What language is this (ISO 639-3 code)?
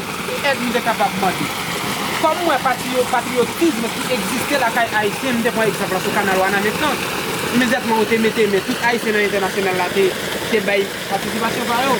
hat